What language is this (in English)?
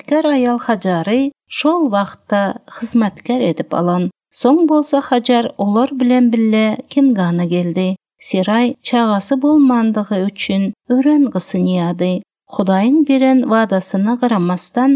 Turkmen